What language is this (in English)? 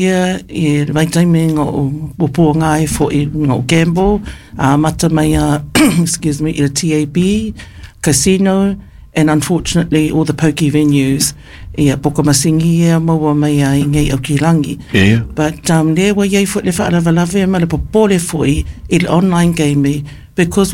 Samoan